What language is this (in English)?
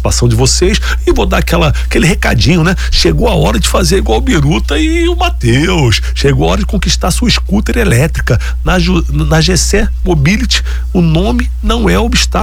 Portuguese